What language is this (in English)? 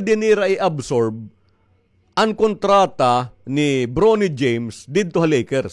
Waray